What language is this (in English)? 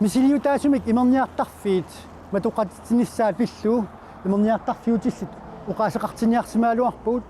Kalaallisut